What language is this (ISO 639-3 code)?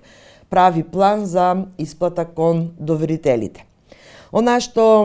mkd